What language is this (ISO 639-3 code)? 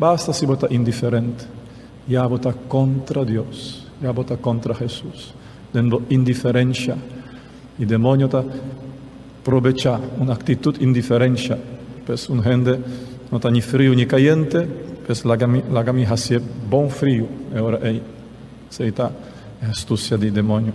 pap